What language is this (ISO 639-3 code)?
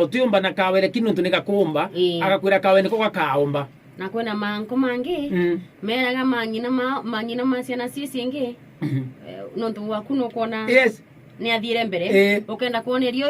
mer